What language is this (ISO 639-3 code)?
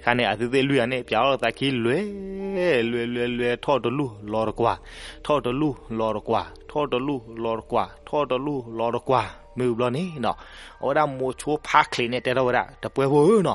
ksw